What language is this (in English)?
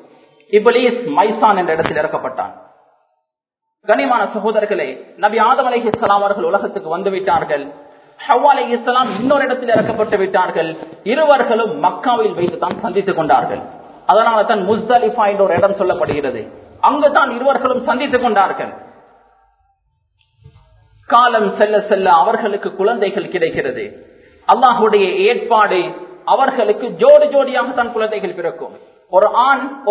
Tamil